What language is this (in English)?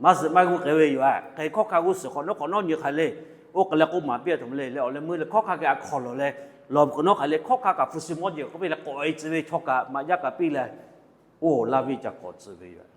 Lahu